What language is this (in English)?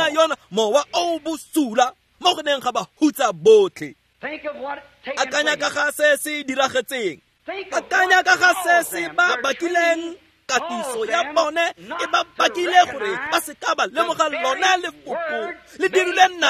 Tswana